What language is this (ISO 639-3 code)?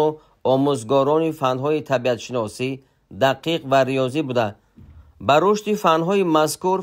tgk